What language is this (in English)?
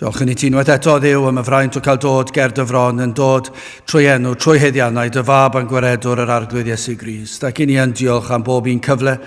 Welsh